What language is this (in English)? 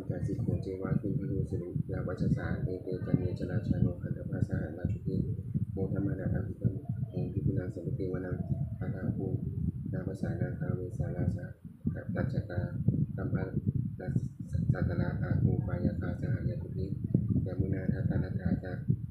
Pali